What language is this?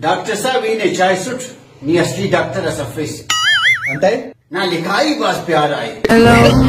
Brahui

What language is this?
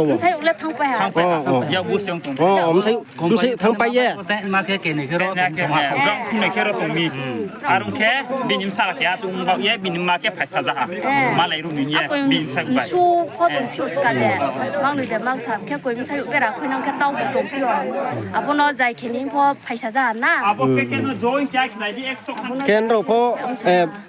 Riang (India)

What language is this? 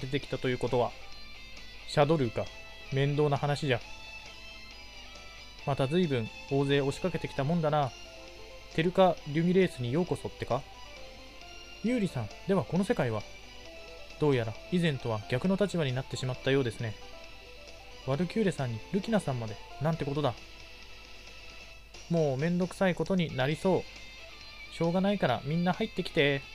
Japanese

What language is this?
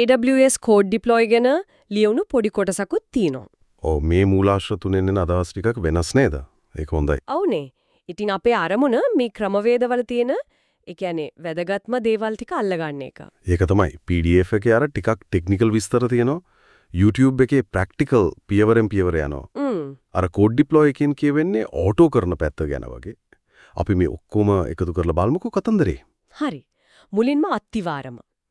Sinhala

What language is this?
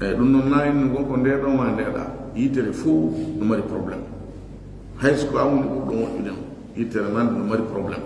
Fula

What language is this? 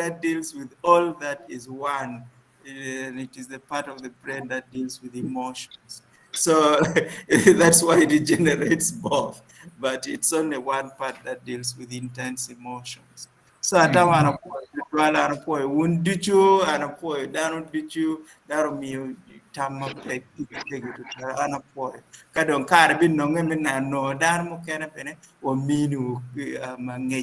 Acoli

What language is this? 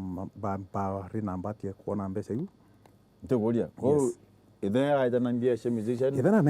Meru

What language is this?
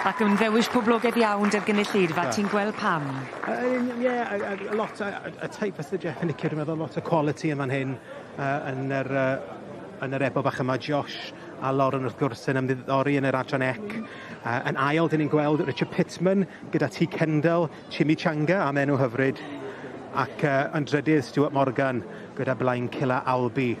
Welsh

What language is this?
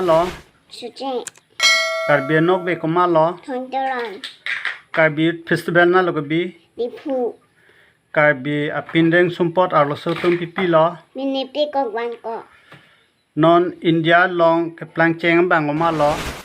Karbi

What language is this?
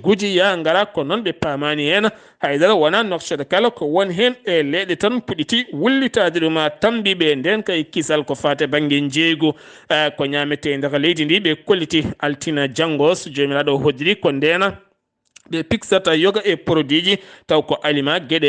Fula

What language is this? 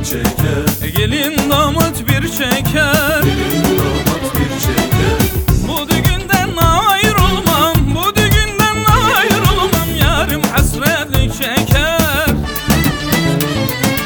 Turkish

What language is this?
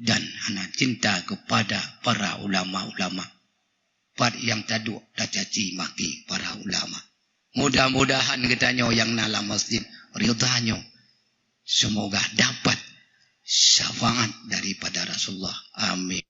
Achinese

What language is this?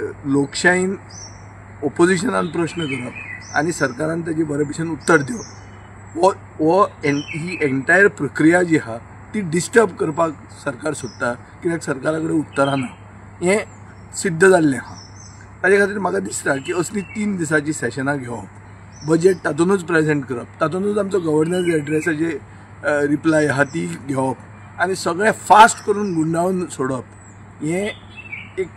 Konkani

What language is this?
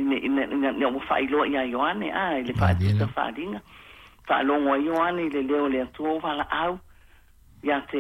Samoan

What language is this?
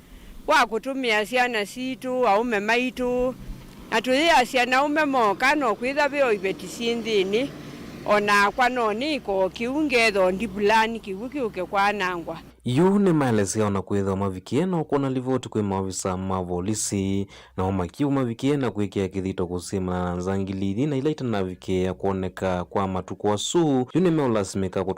Kamba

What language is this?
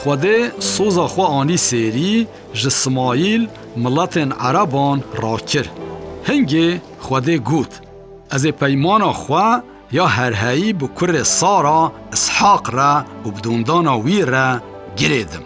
Kurdish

